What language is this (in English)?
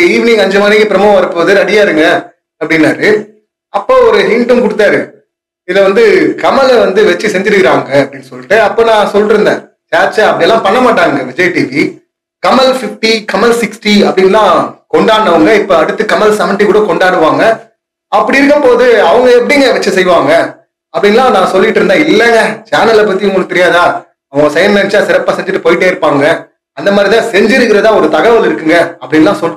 Tamil